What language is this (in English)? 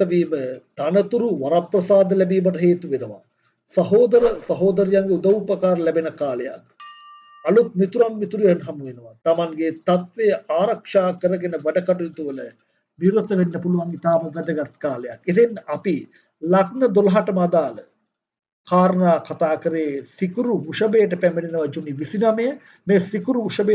Sinhala